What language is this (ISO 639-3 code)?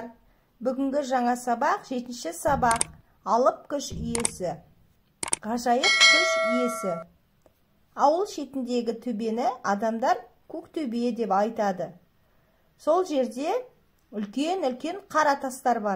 kaz